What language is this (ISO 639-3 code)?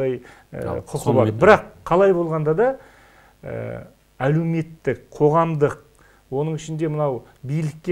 kaz